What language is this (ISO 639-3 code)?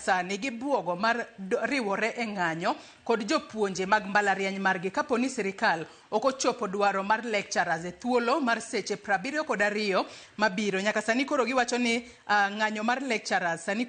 luo